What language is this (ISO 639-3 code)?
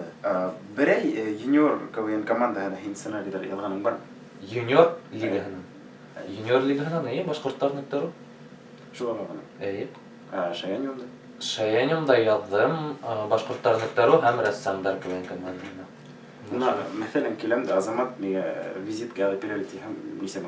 bak